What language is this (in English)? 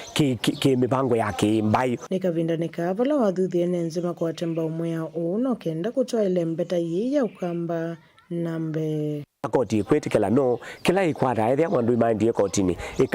Kamba